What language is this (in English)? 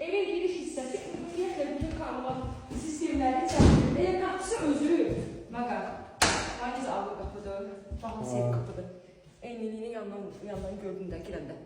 Azerbaijani